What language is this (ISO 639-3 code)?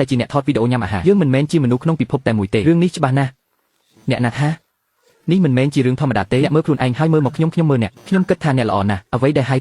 khm